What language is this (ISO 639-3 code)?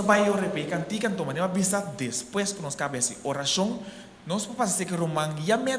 pap